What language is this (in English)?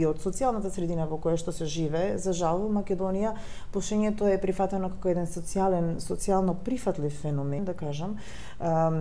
Macedonian